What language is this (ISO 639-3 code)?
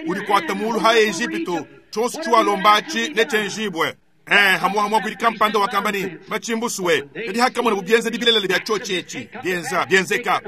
lua